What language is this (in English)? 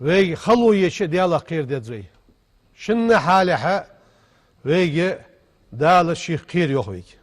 Ingush